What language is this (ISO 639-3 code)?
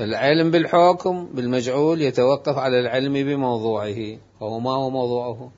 acm